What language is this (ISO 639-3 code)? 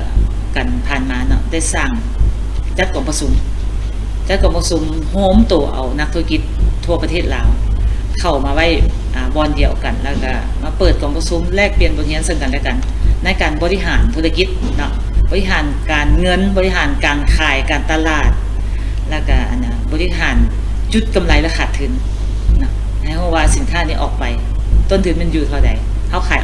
lao